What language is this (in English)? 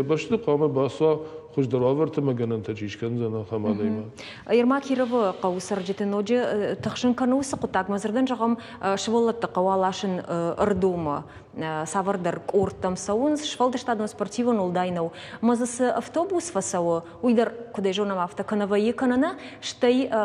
Ossetic